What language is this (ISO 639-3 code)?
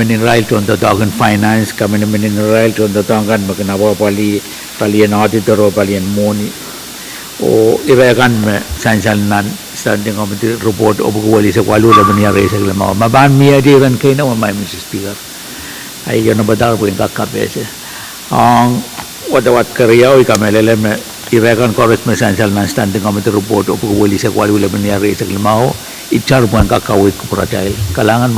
pon